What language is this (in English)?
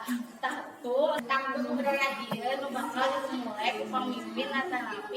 Sundanese